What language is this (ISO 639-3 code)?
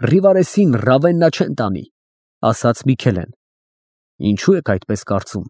hye